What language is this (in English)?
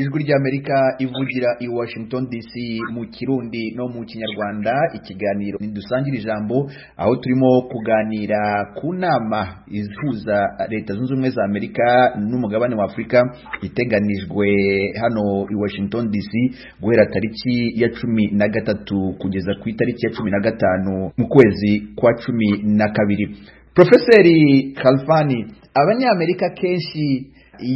Kinyarwanda